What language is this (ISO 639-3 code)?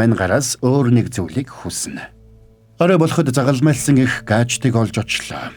mon